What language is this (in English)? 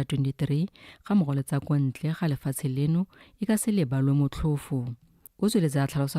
Tswana